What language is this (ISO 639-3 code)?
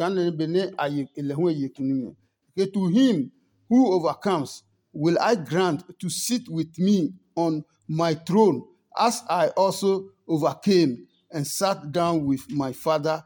ada